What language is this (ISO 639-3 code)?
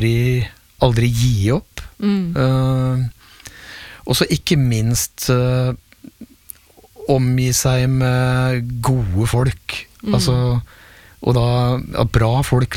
nor